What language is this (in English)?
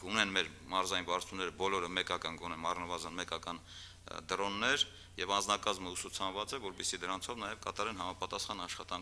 Armenian